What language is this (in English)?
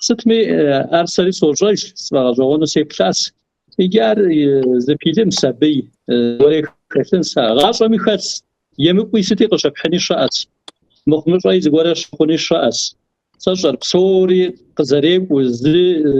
Kabardian